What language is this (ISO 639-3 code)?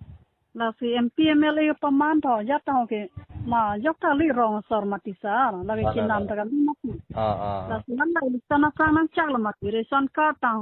mjw